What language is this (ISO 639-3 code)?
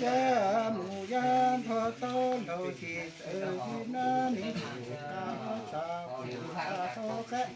hmn